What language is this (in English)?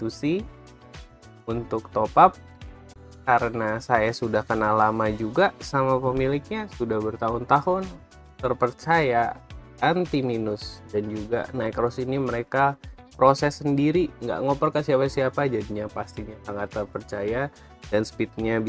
Indonesian